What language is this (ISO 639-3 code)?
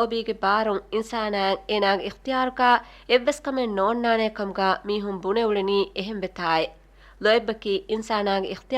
div